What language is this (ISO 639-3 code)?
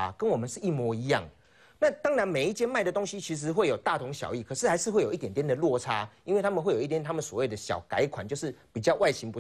zho